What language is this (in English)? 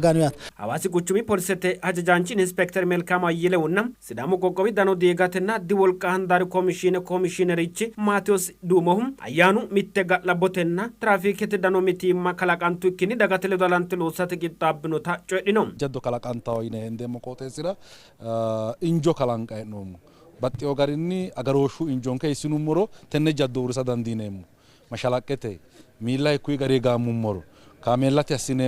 Sidamo